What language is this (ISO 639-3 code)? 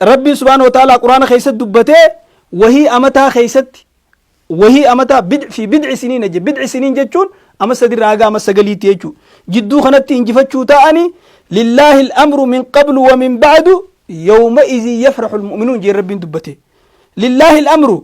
orm